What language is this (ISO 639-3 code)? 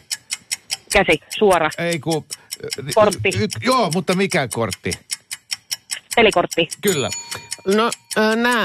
fin